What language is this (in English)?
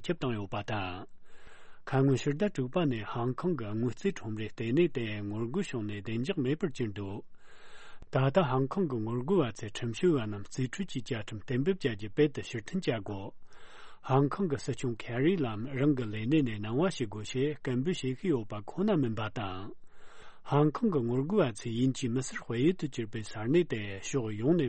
Tibetan